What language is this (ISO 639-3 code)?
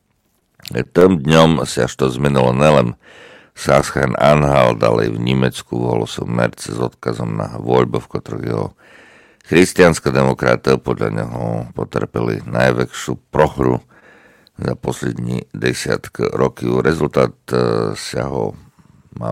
slk